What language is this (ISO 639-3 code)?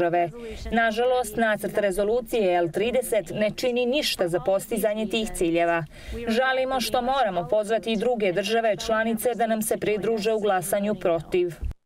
bos